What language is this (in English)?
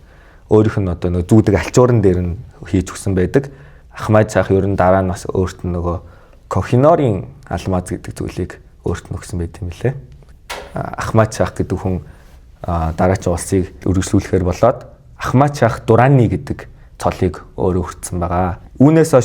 Mongolian